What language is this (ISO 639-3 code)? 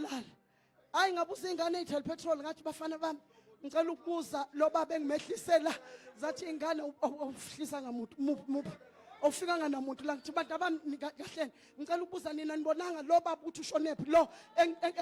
zul